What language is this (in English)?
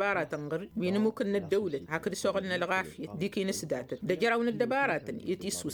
Tamasheq